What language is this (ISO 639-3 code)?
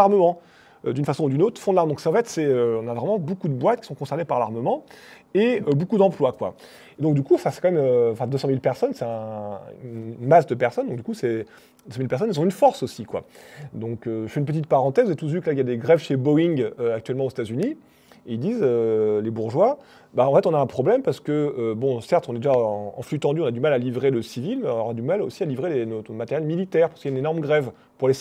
fra